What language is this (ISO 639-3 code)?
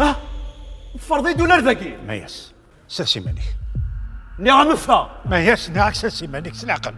kab